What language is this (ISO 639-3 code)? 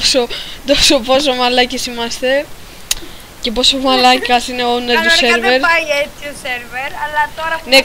ell